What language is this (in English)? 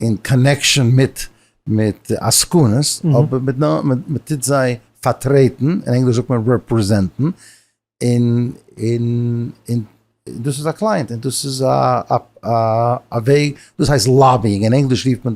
Yiddish